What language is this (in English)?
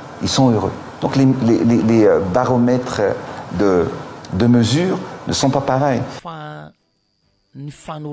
Malagasy